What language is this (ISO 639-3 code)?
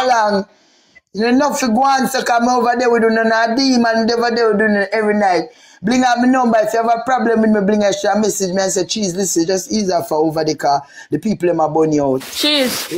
jam